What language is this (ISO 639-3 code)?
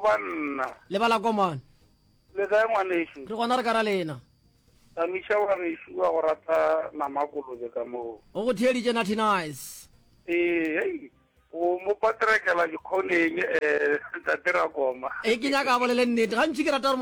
nso